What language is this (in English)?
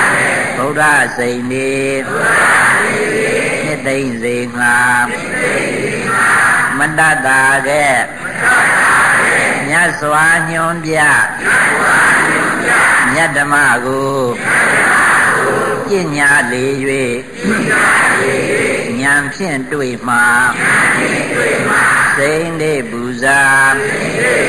Burmese